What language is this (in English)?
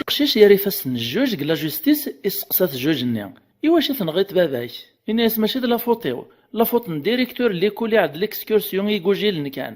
Kabyle